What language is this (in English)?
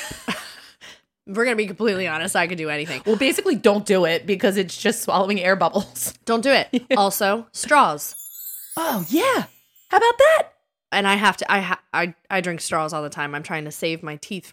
English